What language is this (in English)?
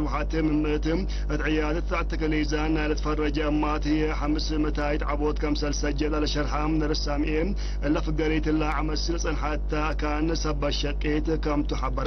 Tigre